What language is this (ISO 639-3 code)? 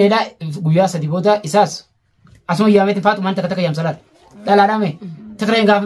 orm